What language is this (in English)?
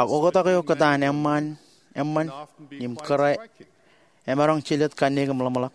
Marshallese